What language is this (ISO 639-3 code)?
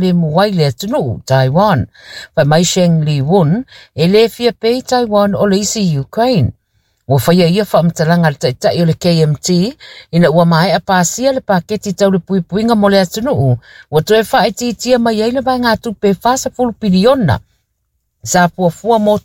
smo